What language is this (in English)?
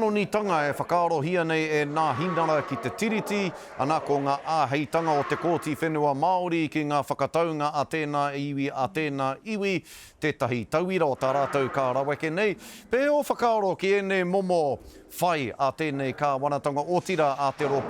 Māori